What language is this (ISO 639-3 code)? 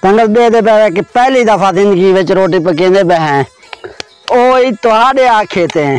skr